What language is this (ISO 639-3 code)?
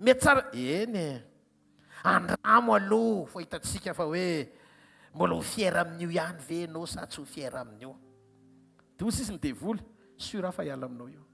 mlg